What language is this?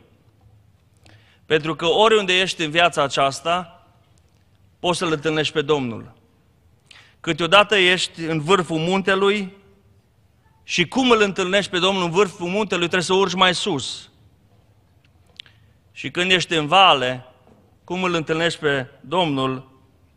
Romanian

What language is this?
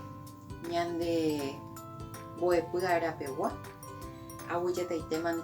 Guarani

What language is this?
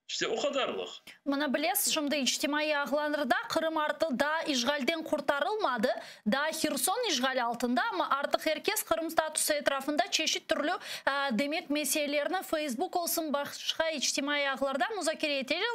Crimean Tatar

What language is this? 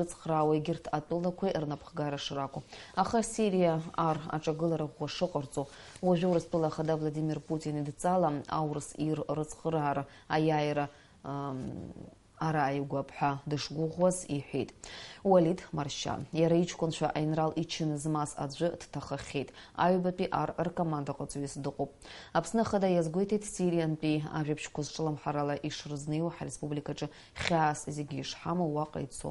Abkhazian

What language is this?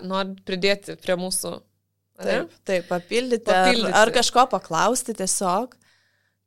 Lithuanian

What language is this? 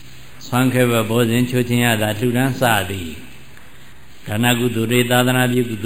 Burmese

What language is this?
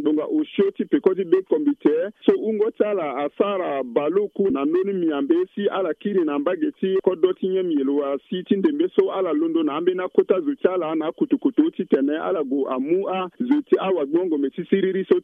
Sango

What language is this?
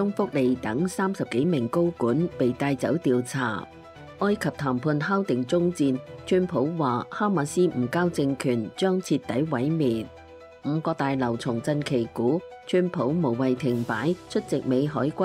Cantonese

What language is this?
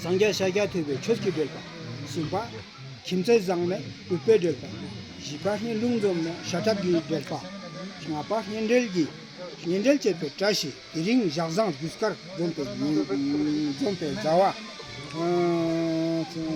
Ladakhi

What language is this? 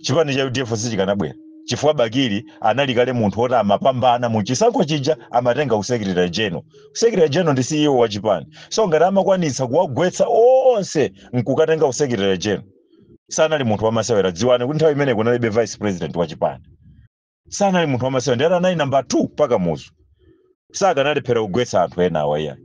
Nyanja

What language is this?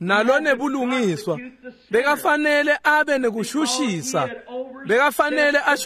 Swati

